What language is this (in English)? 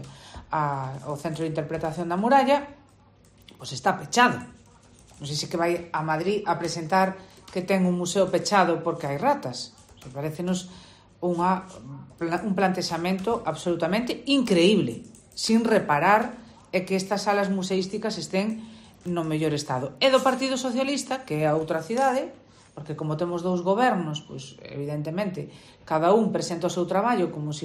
Galician